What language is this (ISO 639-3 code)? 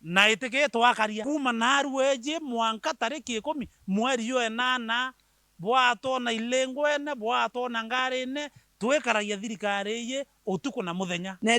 mer